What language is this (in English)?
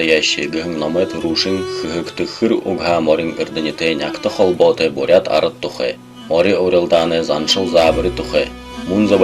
Buriat